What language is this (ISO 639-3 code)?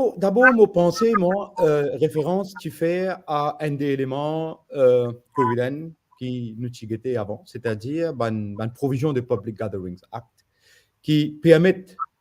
mfe